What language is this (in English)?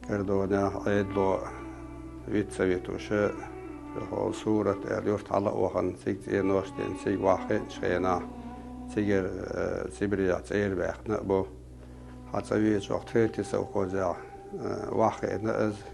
Chechen